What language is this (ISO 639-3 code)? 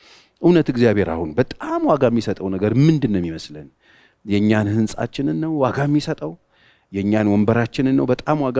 amh